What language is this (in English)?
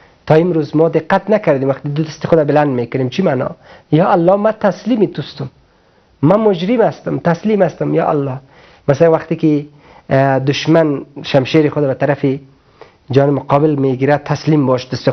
Persian